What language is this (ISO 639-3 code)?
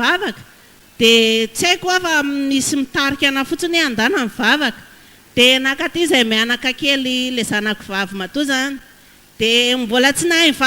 mlg